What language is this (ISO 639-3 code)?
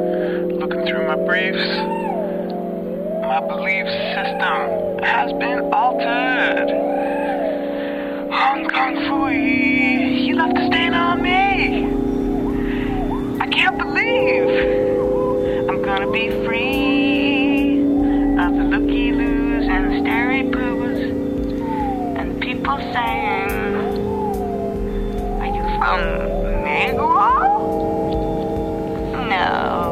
eng